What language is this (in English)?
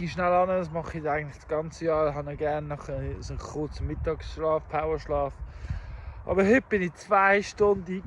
Swiss German